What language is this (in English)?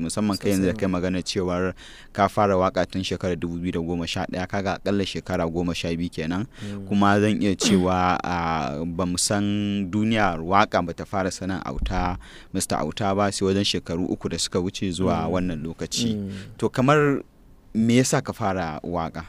Hausa